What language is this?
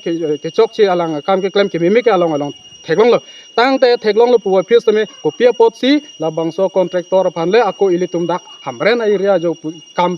Karbi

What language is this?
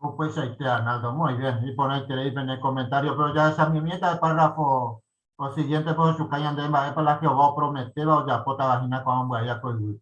Guarani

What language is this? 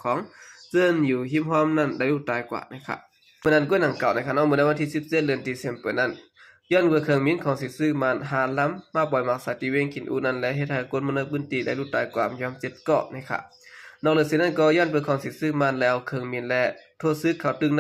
Shan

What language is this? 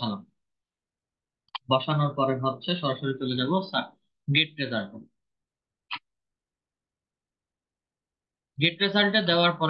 Bangla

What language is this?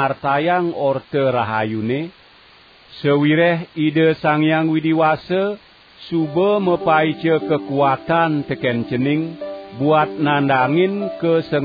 Balinese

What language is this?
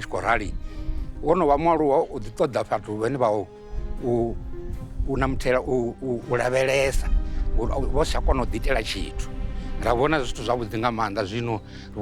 Venda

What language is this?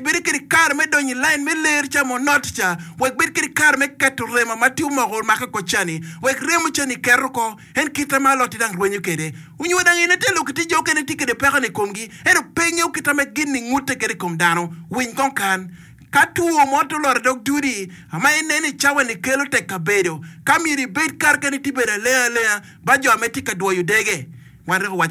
Acoli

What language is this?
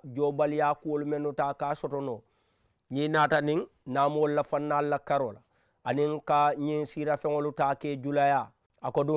Mandingo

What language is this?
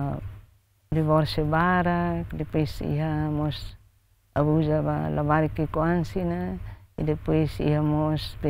Tetum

